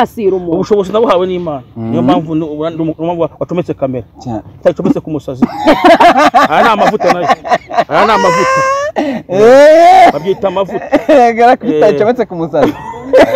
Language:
Kinyarwanda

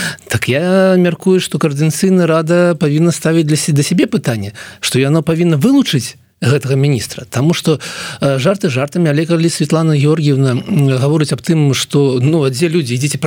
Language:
Belarusian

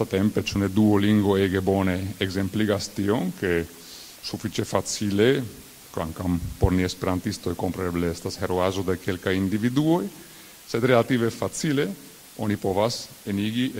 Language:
Esperanto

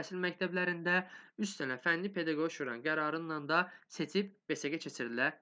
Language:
Azerbaijani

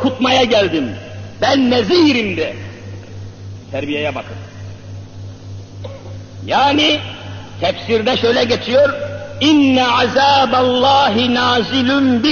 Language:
Turkish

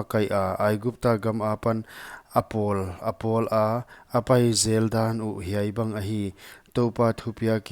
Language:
Paite Chin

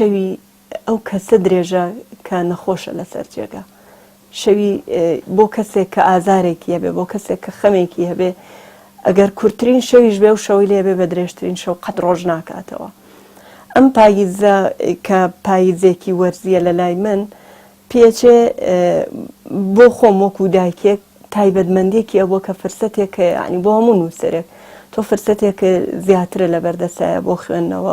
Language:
Central Kurdish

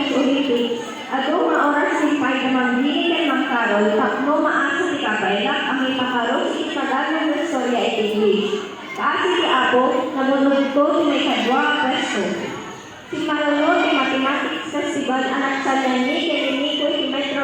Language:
Iloko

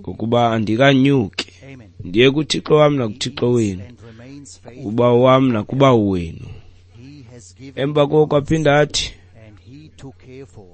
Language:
Xhosa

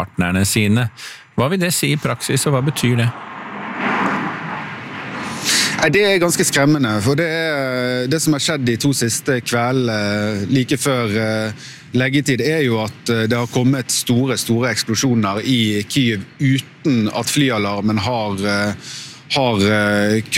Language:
Norwegian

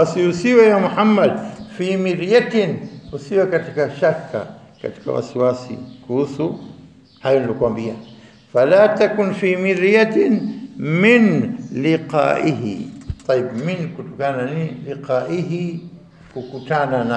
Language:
Swahili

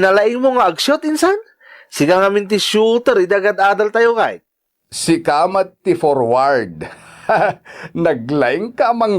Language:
Iloko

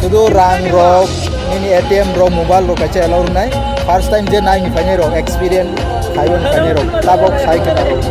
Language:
Kok Borok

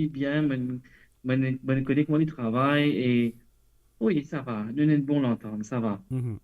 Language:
Morisyen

